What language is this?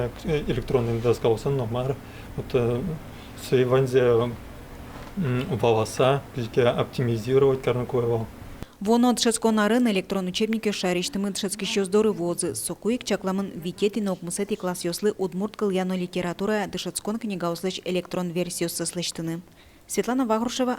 Udmurt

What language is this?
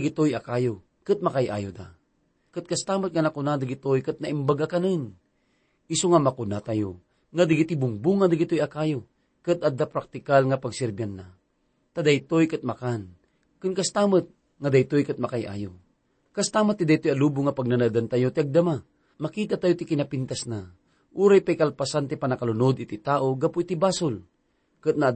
Iloko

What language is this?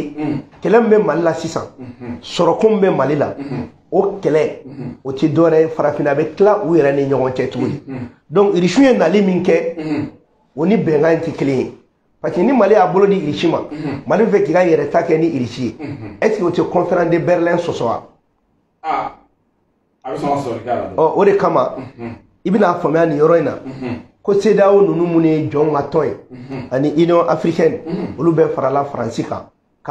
Bambara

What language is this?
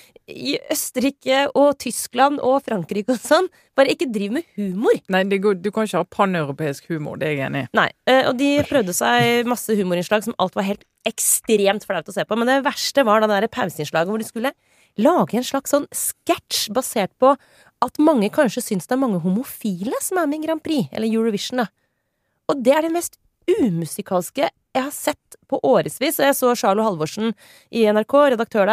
Norwegian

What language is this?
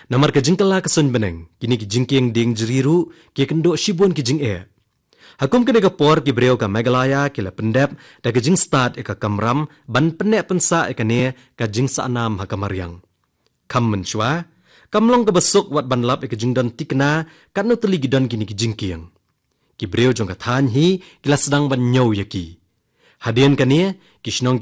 Khasi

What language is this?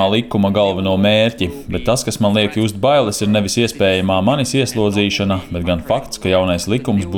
Latvian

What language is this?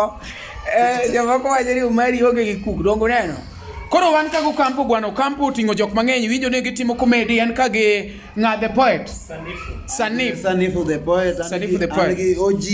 Luo (Kenya and Tanzania)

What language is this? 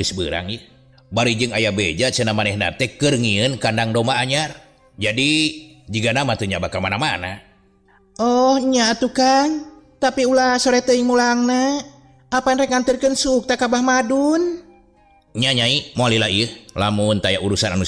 Sundanese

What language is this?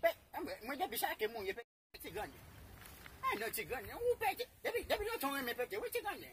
Haitian Creole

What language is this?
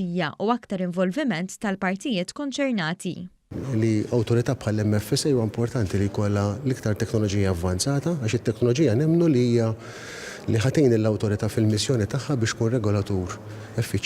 Maltese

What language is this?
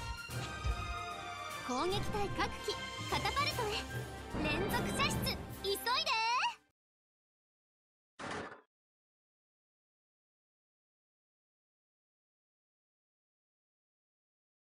Japanese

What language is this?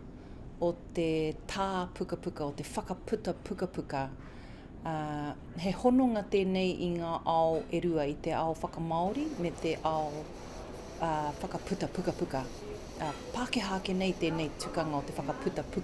Māori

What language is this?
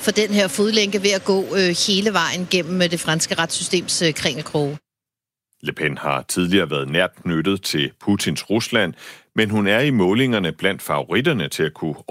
Danish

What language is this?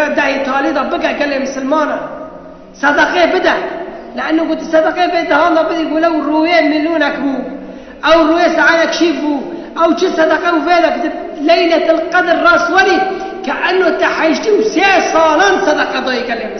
Kurdish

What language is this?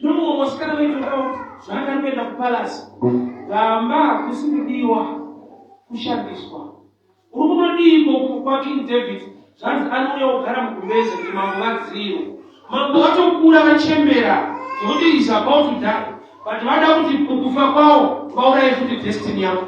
Shona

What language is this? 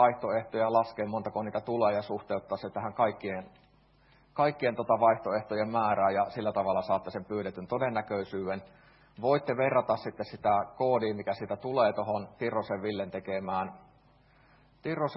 Finnish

